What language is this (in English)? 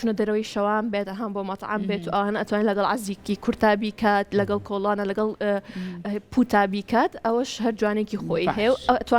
Central Kurdish